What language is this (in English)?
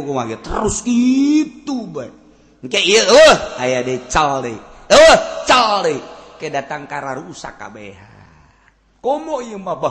Sundanese